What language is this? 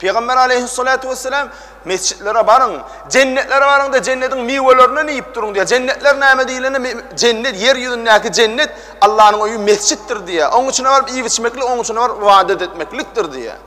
Turkmen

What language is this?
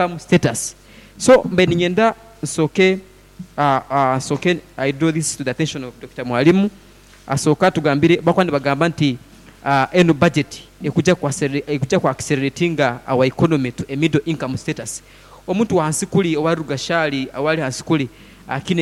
Nyoro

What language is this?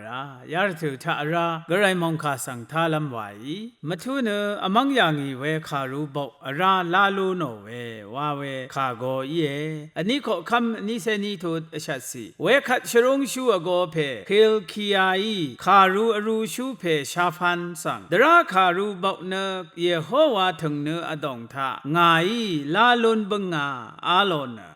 Rawang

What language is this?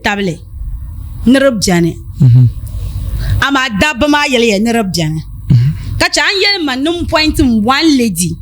Dagbani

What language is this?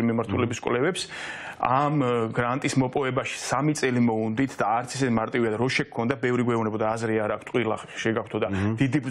Georgian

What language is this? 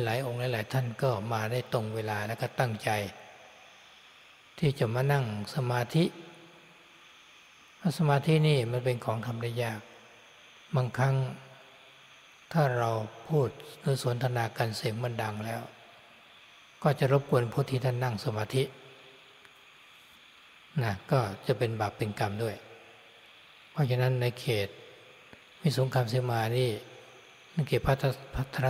Thai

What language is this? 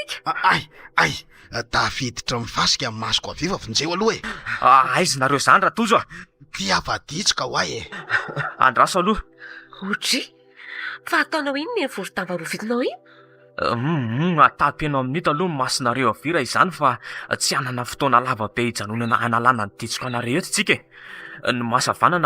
Malagasy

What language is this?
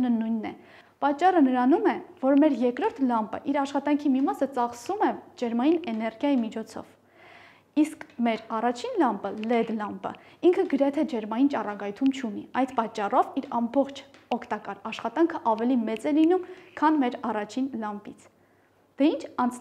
Armenian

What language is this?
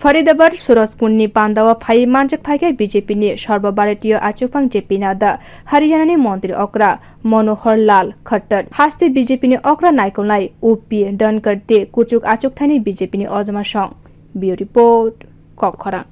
Kok Borok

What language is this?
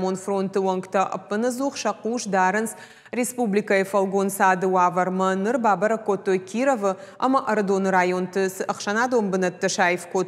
Ossetic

